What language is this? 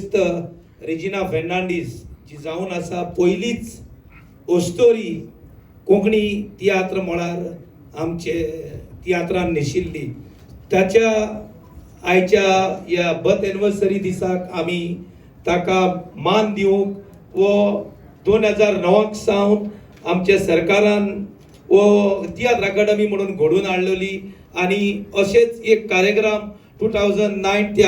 Konkani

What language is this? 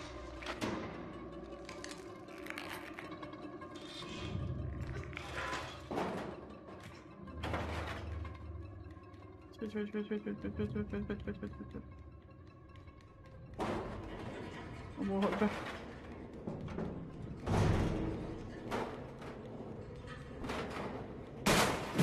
Malay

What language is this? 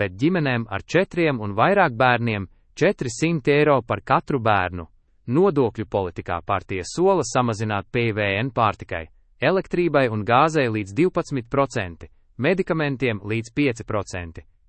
Latvian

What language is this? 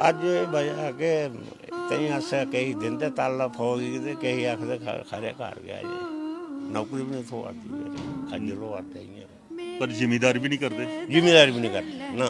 Dogri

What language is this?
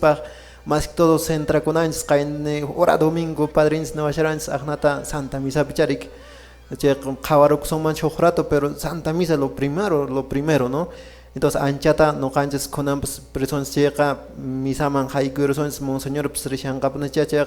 Quechua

